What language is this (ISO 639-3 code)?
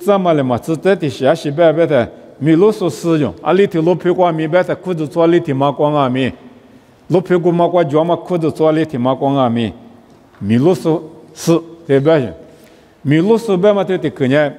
lis